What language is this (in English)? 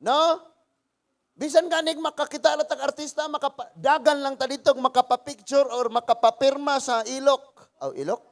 Cebuano